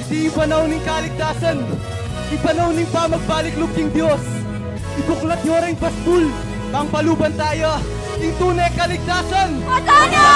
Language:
Pampanga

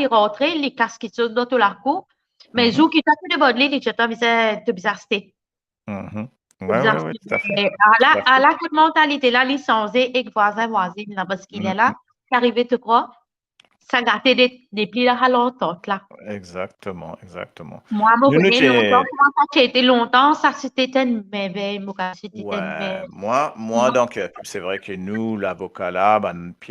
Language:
Morisyen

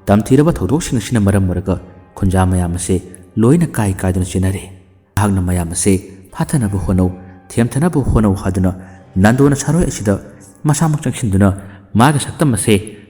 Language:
Manipuri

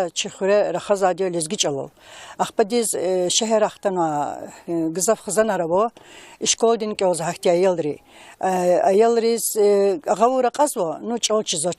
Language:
Lezghian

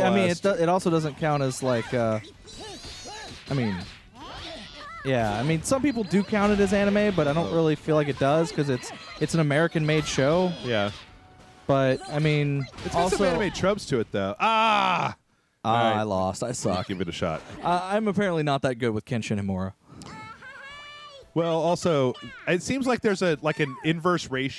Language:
English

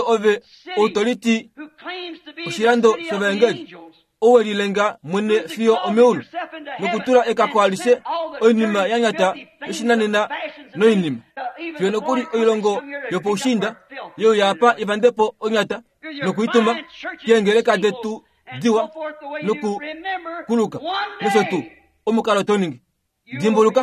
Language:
Kuanyama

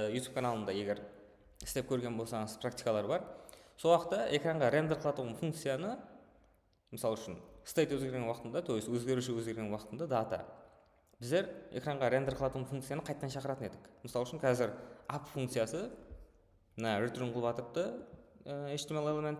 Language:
Kara-Kalpak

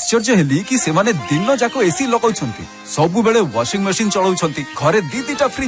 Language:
Odia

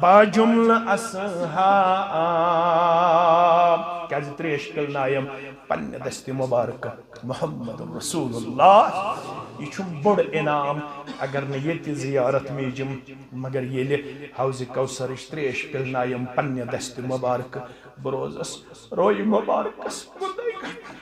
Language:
Kashmiri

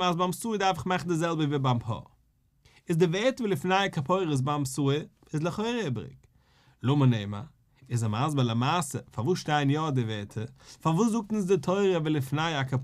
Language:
Yiddish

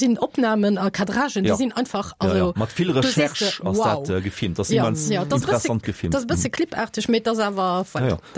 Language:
Luxembourgish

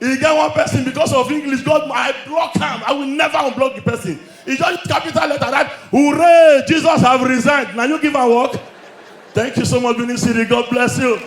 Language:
Nigerian Pidgin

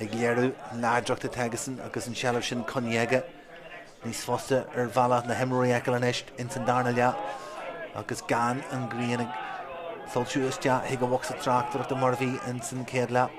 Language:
Irish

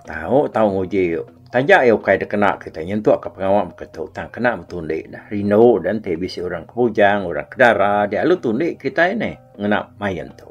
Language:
Iban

